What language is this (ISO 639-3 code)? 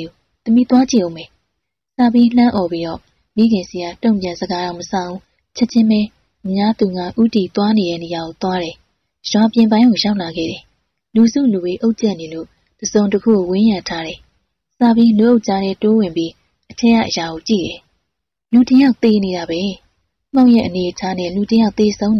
mya